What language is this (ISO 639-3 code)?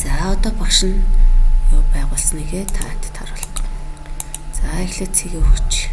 mon